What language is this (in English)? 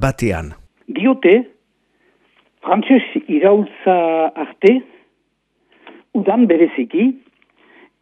Basque